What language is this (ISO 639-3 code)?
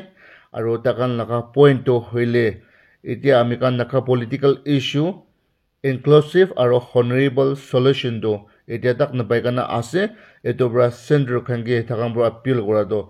nag